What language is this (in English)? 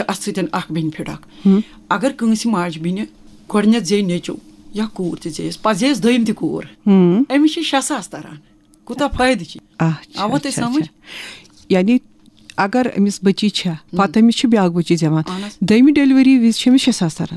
Kashmiri